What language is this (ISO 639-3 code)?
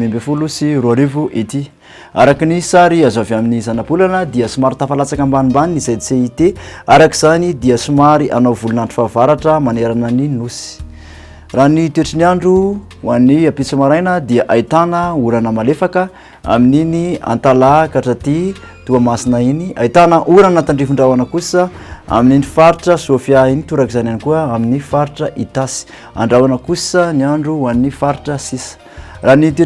mlg